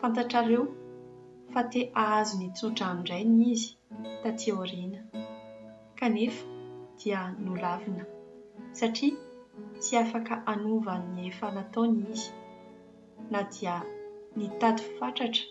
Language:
Malagasy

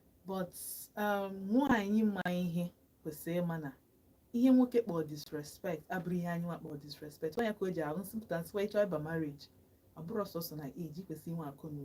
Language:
Igbo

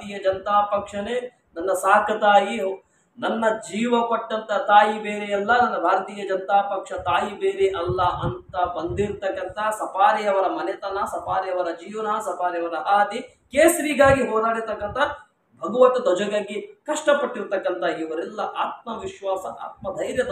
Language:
Kannada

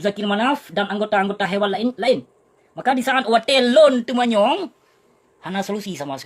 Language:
Achinese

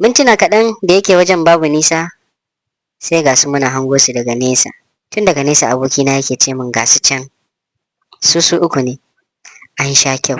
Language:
Hausa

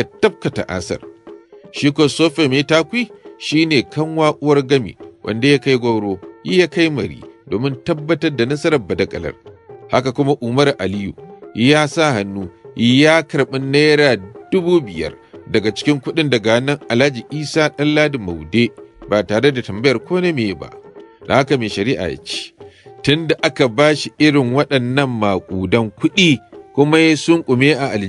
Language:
Hausa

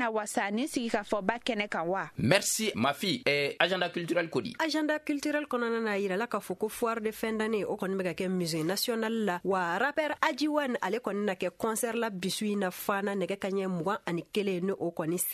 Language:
Bambara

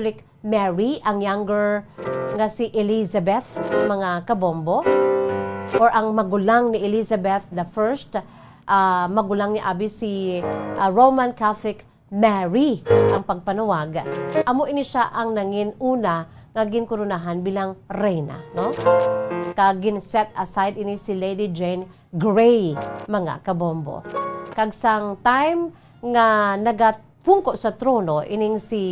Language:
Hiligaynon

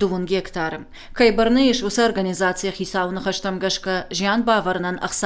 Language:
Ossetic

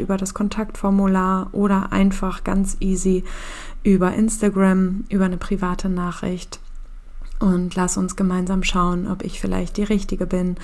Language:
German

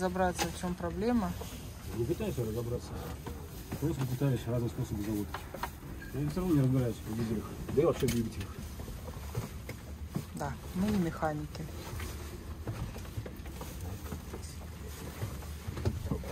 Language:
Russian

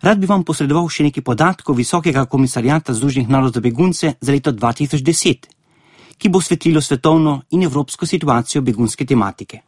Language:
Slovenian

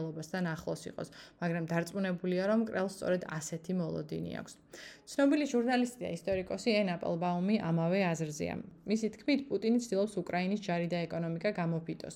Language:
Georgian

